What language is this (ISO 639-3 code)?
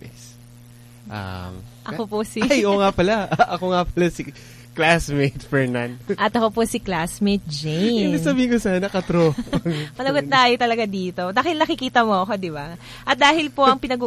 fil